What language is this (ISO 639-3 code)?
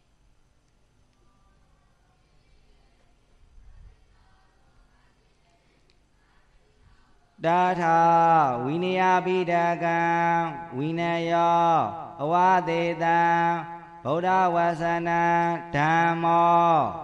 mya